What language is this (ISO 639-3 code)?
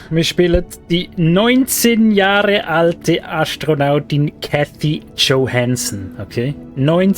gsw